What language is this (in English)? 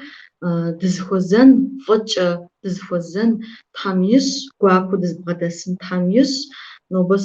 Kabardian